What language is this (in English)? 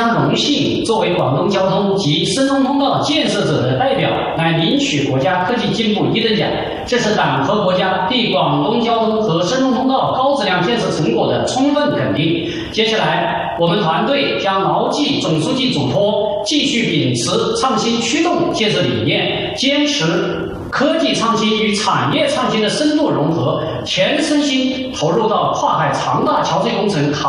Chinese